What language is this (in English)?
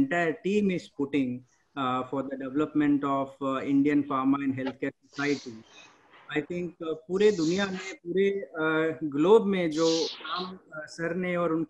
Hindi